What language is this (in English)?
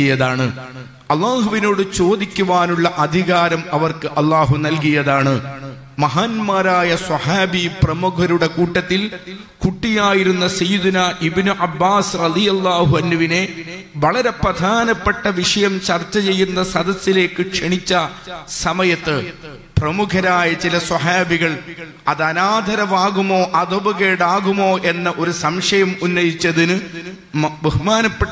Malayalam